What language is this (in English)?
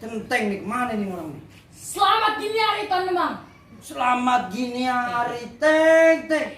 Betawi